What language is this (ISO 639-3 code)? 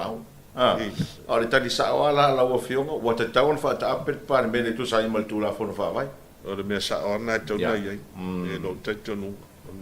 smo